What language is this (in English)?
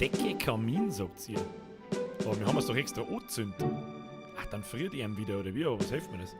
Bavarian